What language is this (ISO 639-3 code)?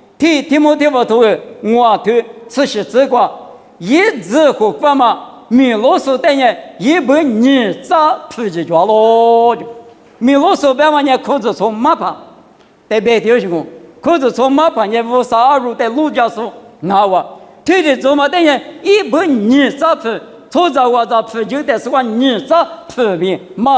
lis